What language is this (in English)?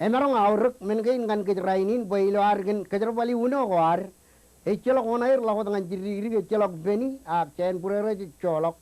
Marshallese